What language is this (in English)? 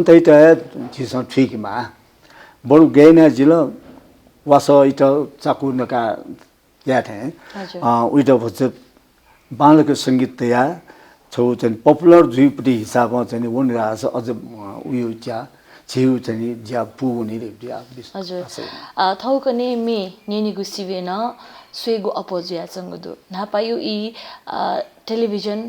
Newari